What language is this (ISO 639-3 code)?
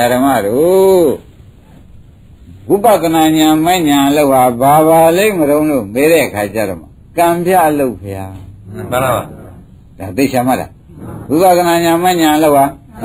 mya